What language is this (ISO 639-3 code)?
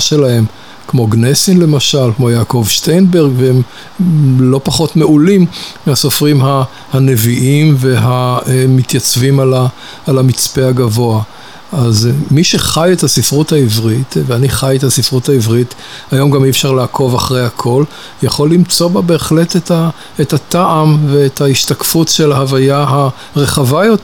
heb